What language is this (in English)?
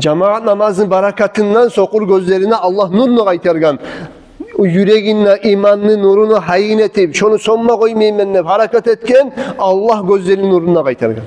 Kumyk